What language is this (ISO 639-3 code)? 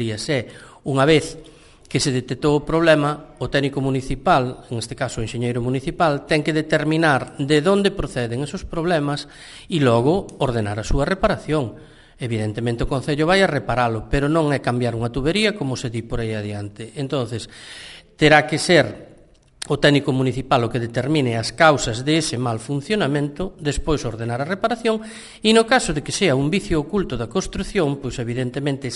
glg